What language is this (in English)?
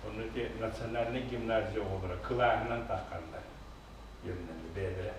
Yakut